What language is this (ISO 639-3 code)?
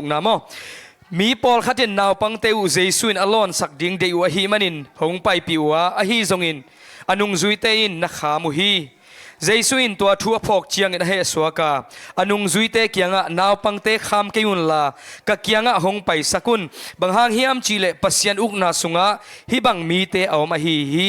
ctd